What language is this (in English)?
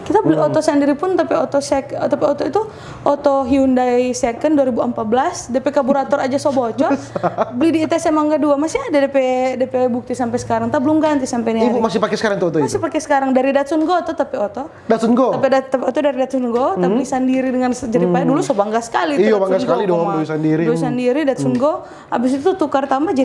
Manado Malay